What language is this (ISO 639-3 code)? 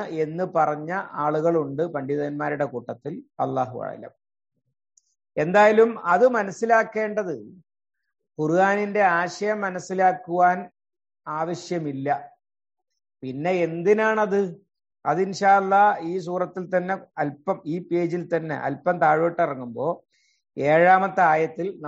mal